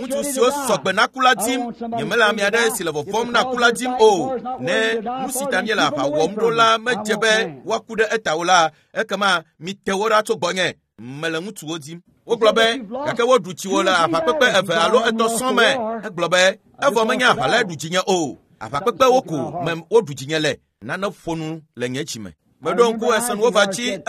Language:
Ewe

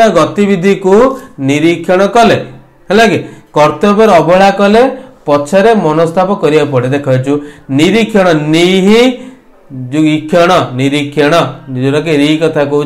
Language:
Odia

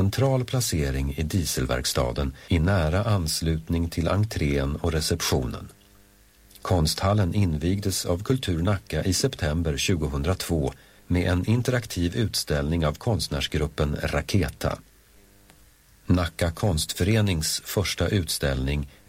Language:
Swedish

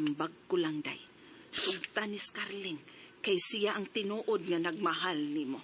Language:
Cebuano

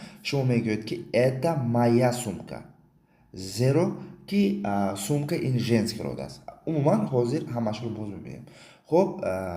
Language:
Tajik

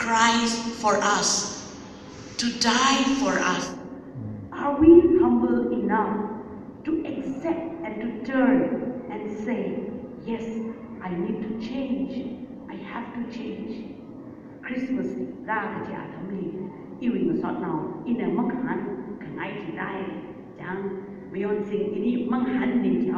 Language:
Tangkhul Naga (India)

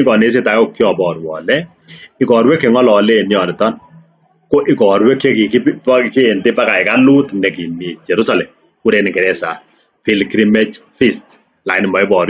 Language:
Kalenjin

